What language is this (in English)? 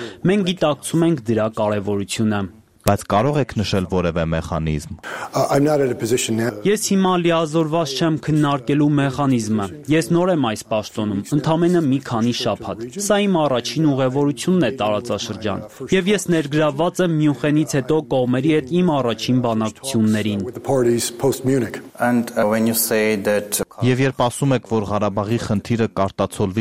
Armenian